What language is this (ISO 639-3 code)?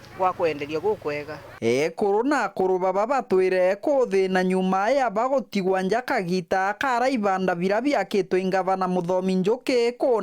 mer